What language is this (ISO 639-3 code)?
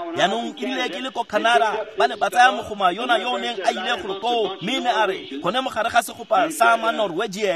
tsn